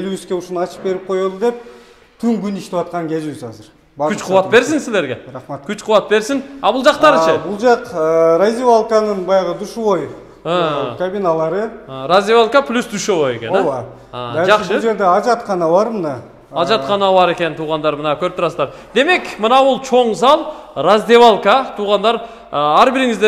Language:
Kyrgyz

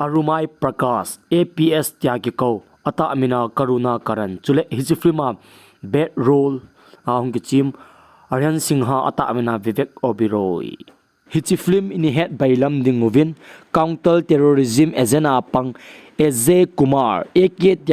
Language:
Thado Chin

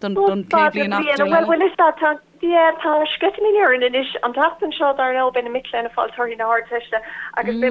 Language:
Irish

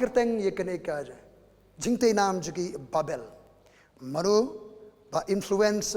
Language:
Khasi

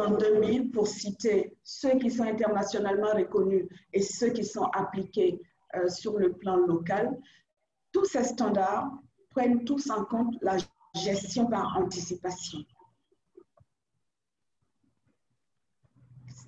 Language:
French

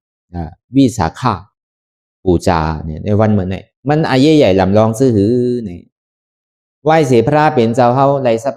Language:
Shan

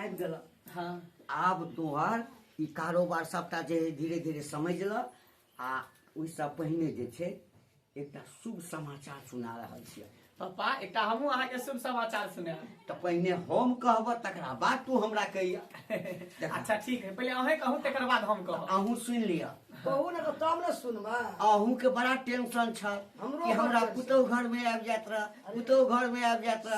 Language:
Maithili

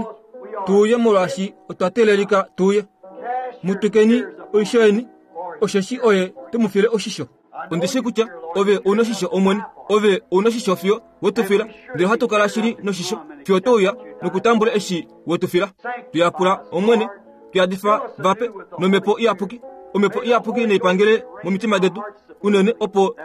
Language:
Kuanyama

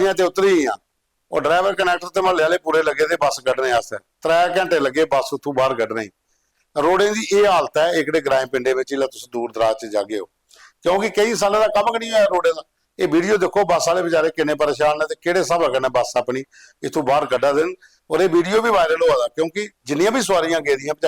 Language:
Dogri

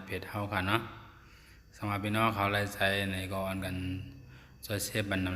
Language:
Shan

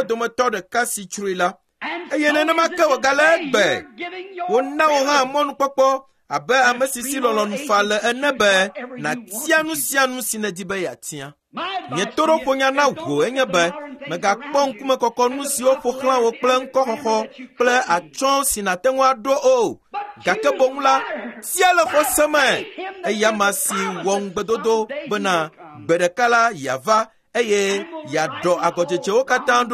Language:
Ewe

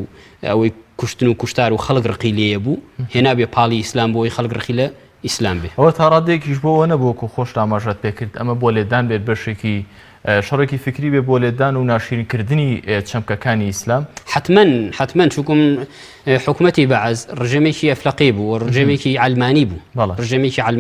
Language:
Central Kurdish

